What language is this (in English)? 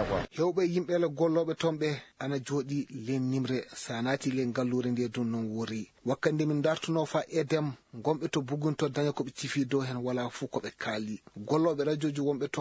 Fula